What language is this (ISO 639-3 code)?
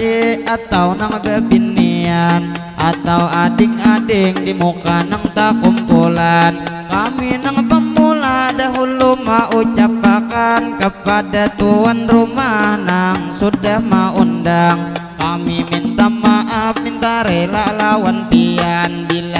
bjn